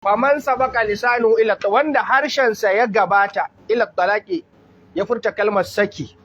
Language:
Hausa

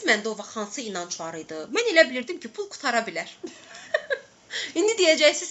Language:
Azerbaijani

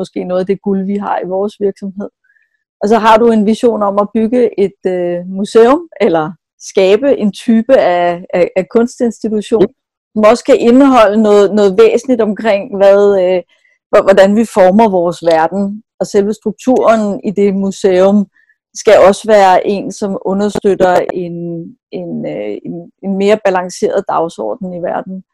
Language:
Danish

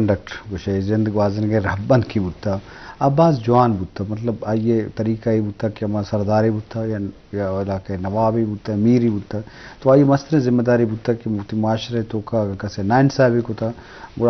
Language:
Eastern Balochi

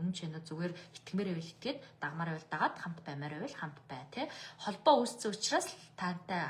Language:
Mongolian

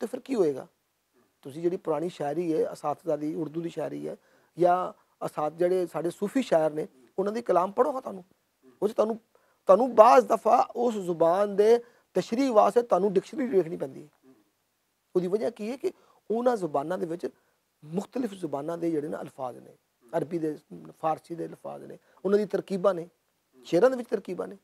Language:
Western Panjabi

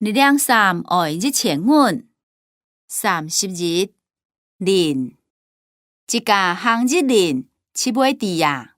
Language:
Hakka Chinese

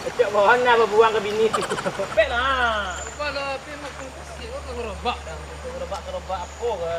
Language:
Minangkabau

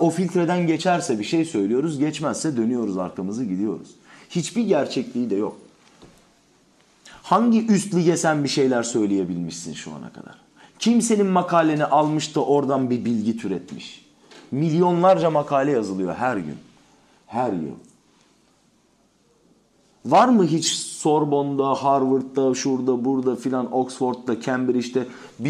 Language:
Turkish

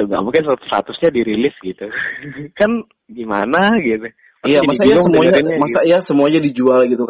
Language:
Indonesian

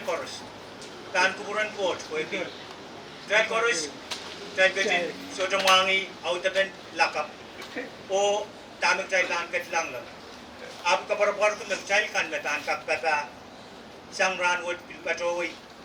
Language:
Pohnpeian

